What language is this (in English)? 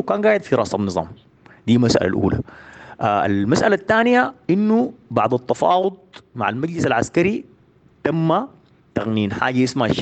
Sudanese Arabic